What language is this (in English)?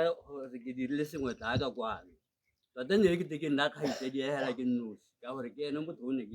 Tswana